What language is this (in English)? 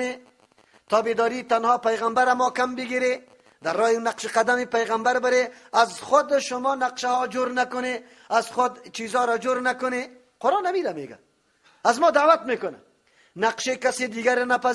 Persian